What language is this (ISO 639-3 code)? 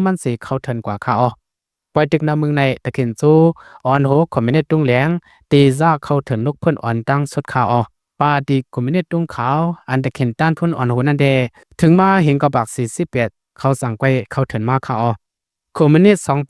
shn